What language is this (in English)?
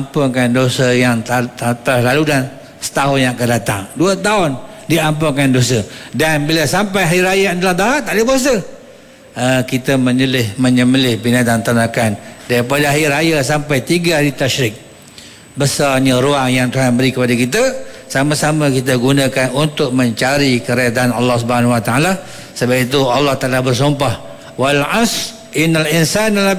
Malay